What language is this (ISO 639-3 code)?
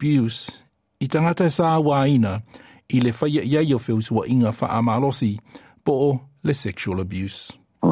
smo